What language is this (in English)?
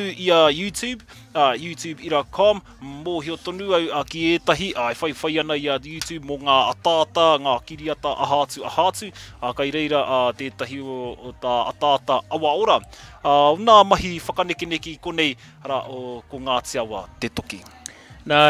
Māori